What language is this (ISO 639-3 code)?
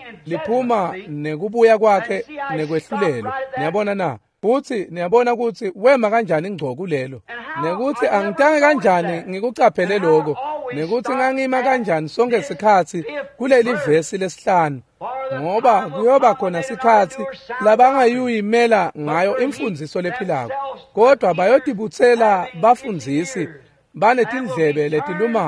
ssw